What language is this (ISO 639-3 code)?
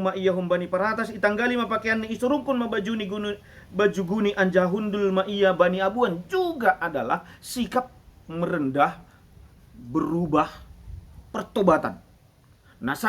bts